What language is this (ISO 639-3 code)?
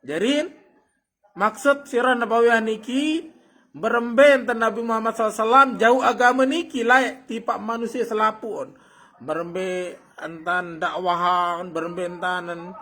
sas